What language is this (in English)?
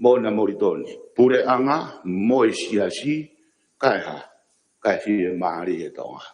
Tongan